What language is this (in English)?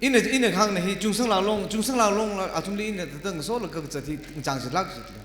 Tangkhul Naga (India)